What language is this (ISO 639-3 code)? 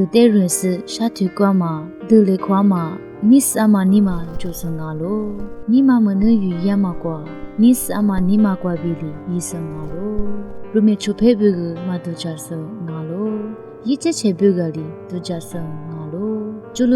lis